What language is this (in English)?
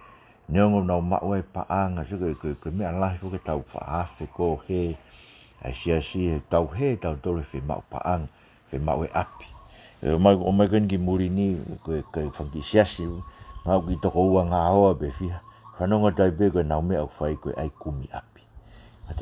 Tongan